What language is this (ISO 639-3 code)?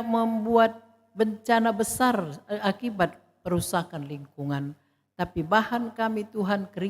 btx